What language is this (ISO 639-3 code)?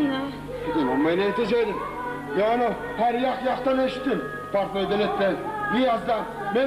kum